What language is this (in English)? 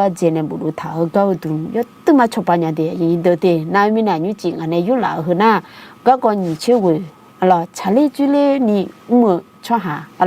Akha